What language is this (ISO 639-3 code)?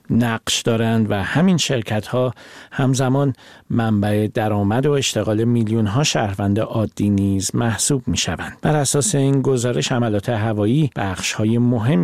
fas